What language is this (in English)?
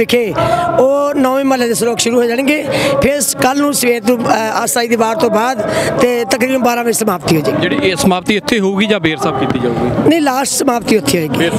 Punjabi